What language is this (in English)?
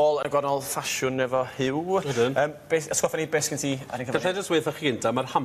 Welsh